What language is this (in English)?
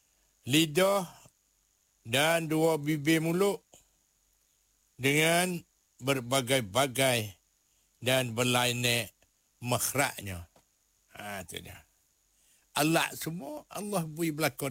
Malay